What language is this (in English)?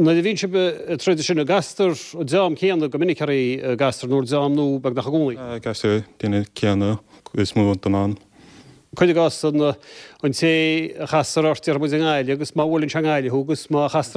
Irish